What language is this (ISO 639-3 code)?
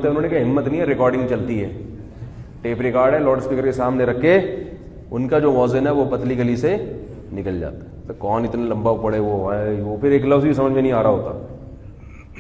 urd